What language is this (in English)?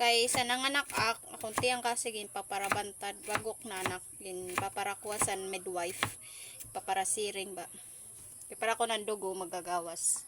Waray